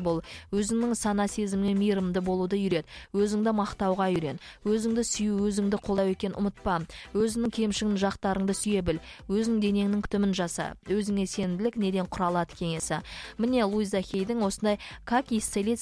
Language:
Kazakh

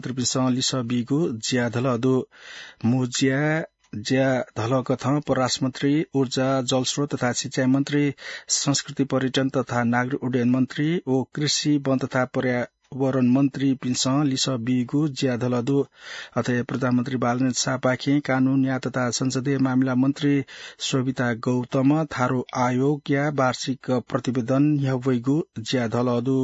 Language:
Newari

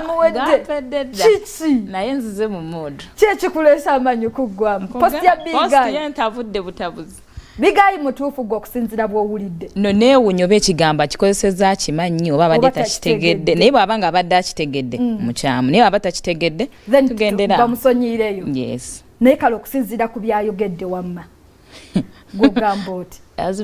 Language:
Ganda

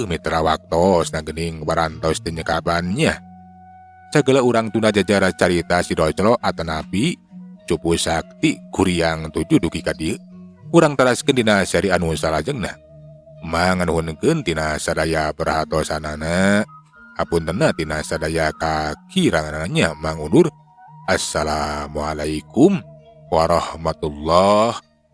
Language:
Sundanese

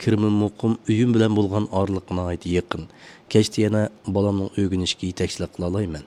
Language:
Uyghur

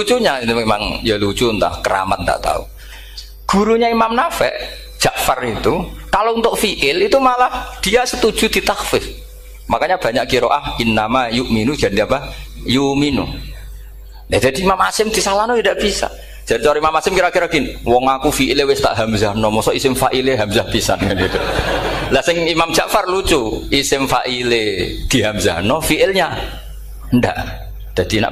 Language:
Indonesian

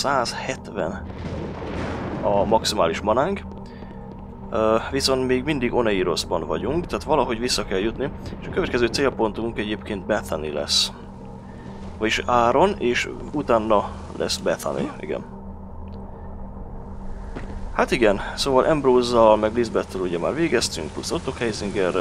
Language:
Hungarian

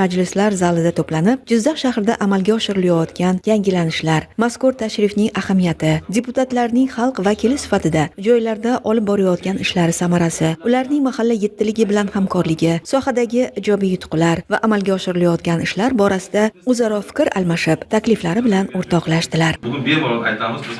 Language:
Uzbek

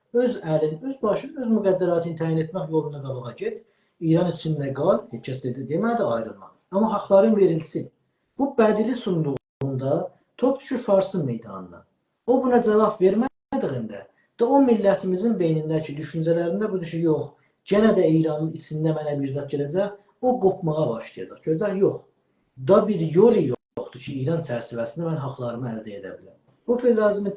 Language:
South Azerbaijani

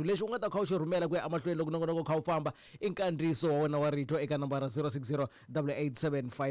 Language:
Tsonga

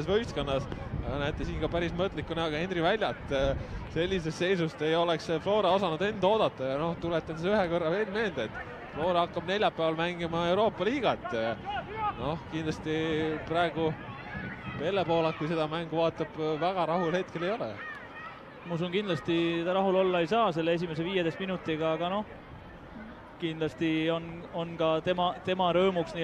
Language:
Estonian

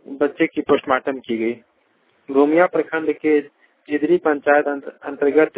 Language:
Hindi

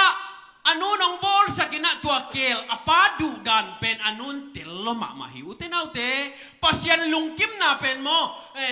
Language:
Tedim Chin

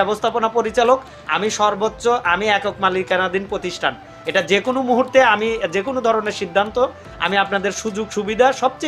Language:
Bangla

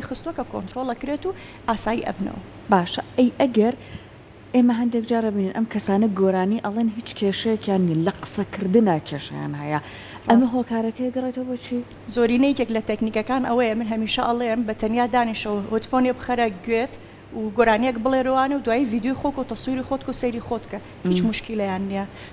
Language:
Central Kurdish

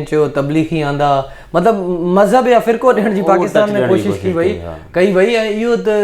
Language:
Sindhi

